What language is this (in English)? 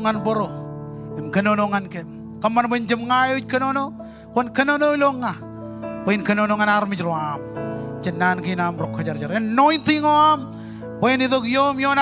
Marshallese